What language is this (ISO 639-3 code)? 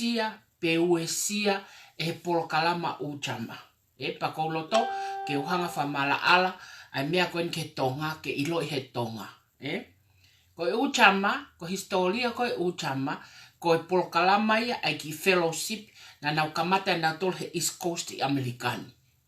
ton